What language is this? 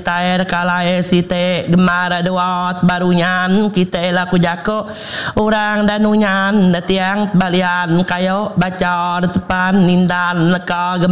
Iban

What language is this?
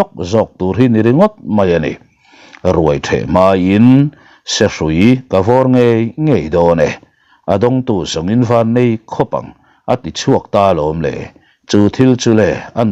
Mizo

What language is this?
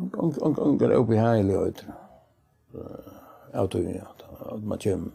Faroese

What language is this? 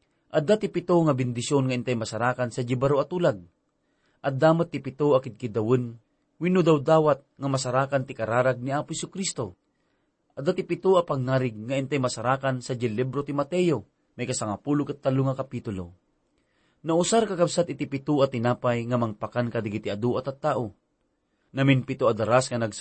Iloko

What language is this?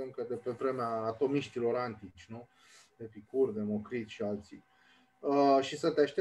Romanian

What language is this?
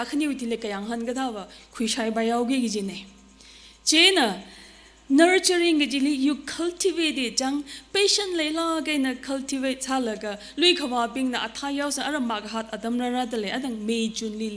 Tangkhul Naga (India)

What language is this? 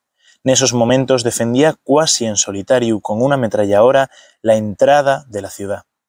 Asturian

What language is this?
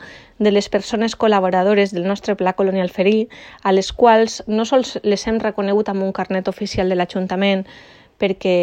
Catalan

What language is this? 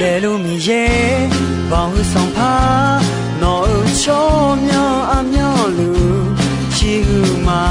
Akha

